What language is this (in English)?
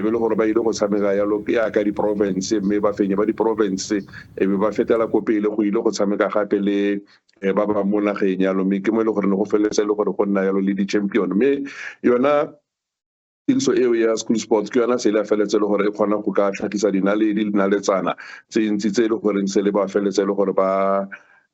Tswana